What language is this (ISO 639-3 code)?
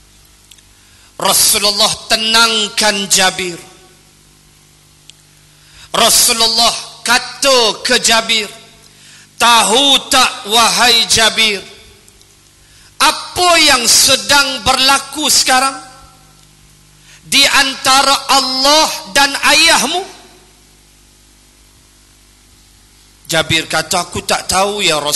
msa